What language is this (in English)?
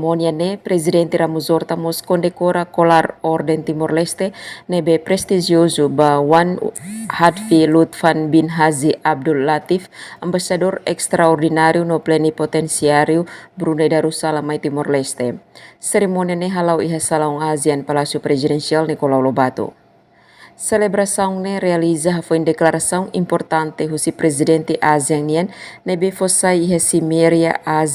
Tetum